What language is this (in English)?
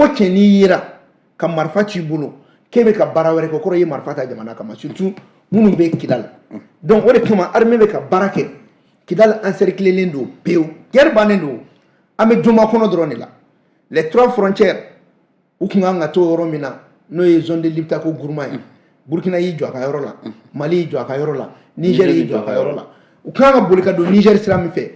Bambara